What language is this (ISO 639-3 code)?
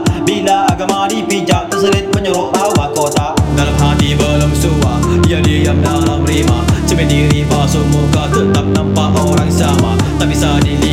msa